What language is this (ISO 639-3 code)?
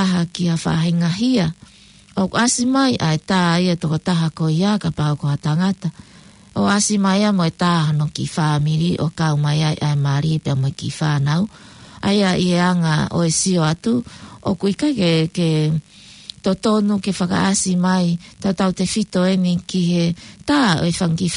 ton